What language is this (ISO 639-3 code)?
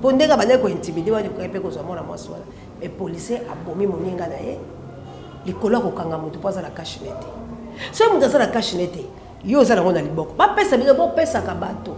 lin